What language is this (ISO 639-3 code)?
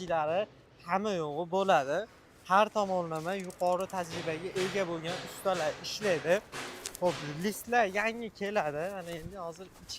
uzb